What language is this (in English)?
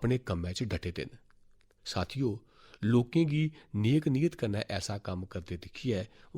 Dogri